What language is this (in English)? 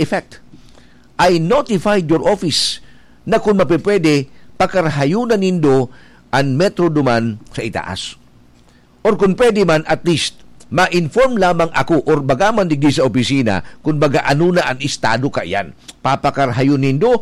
Bikol